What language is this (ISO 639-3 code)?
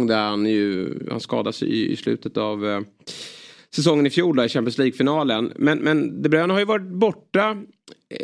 swe